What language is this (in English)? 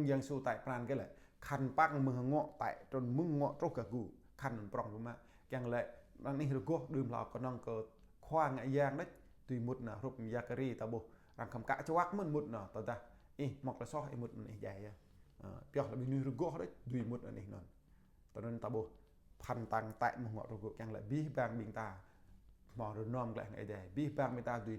Jarai